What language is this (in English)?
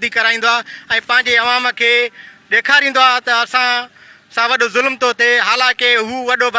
Sindhi